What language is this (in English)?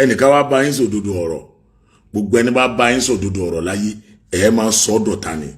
Yoruba